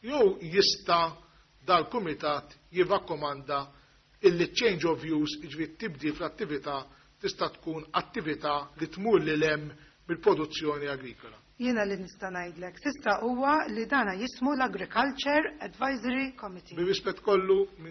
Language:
Maltese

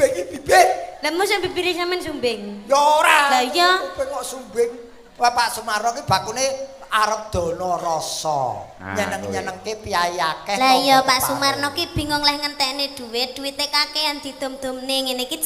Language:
Javanese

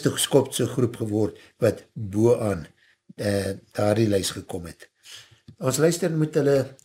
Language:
Afrikaans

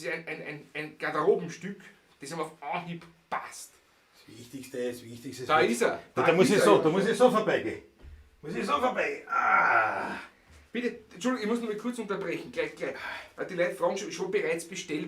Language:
Bavarian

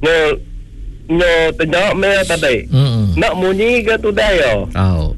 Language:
Iban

